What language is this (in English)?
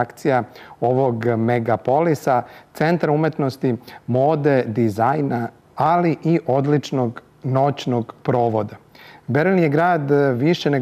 Serbian